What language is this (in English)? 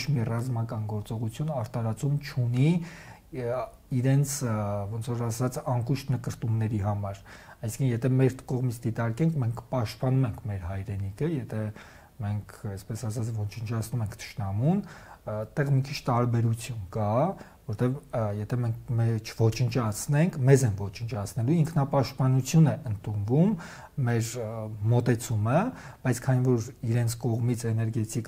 Armenian